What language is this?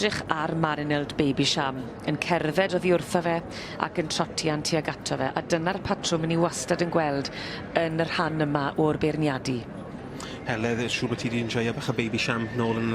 Welsh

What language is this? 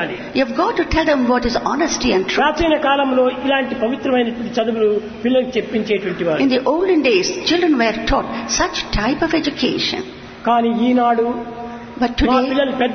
Telugu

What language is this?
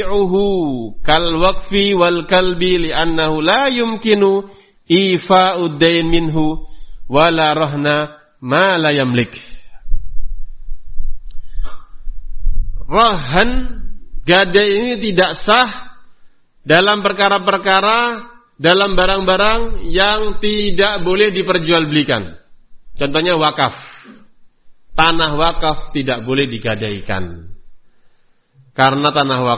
Indonesian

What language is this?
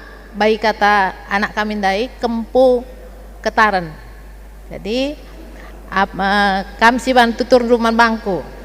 Batak Karo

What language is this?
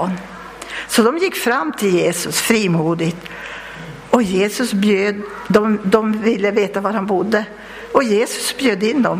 Swedish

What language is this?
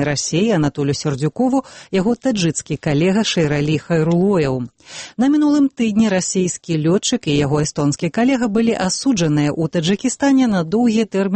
Belarusian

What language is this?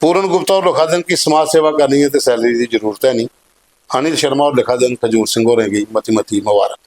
Dogri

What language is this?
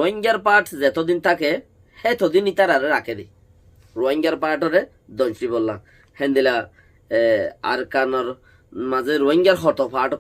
Rohingya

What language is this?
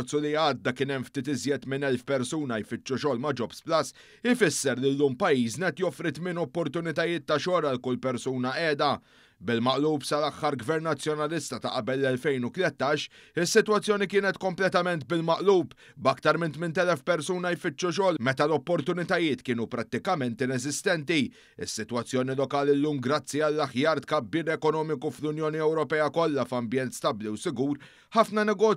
Maltese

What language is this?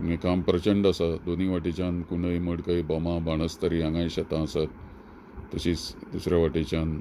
Konkani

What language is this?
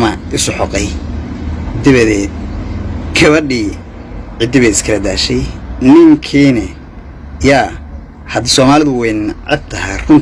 Somali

